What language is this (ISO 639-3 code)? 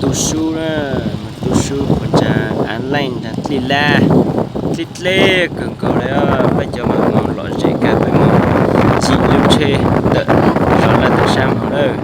hmn